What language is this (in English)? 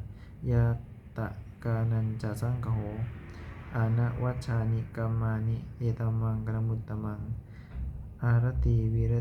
Pali